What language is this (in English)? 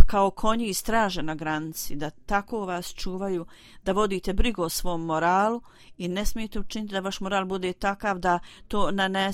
Bosnian